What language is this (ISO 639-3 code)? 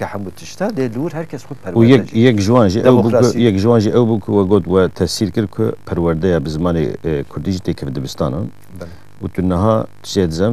kur